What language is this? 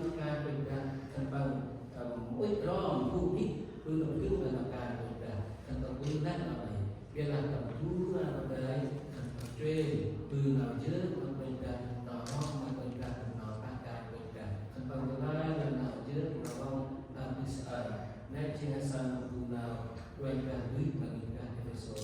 Central Mnong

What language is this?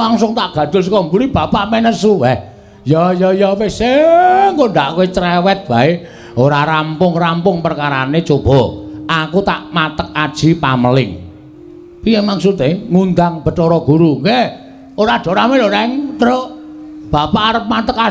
Javanese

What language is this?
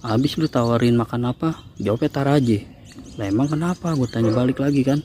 Betawi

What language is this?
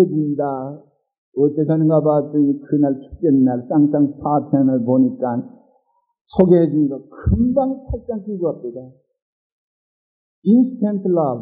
Korean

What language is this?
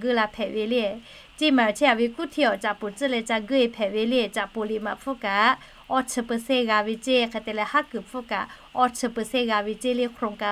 Lahu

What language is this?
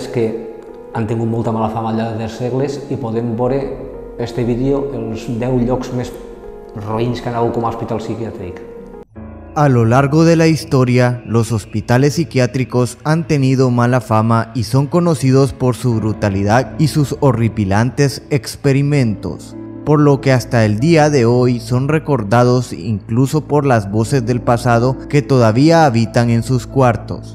Catalan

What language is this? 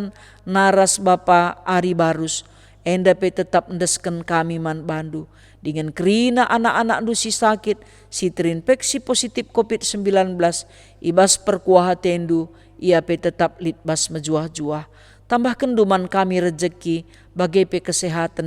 Batak Karo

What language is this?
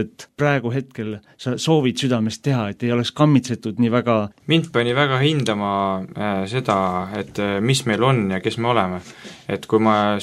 Estonian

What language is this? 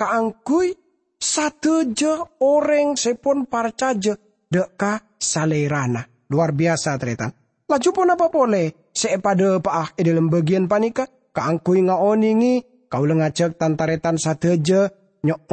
Madurese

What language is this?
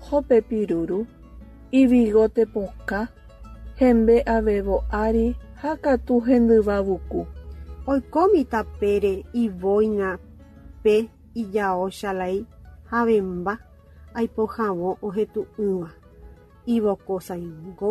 Guarani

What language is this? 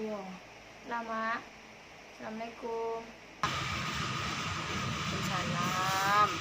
Minangkabau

